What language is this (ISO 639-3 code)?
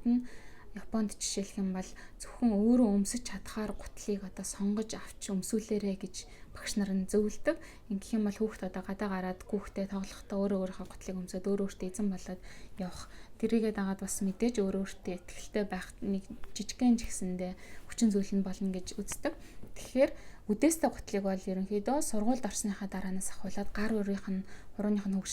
mon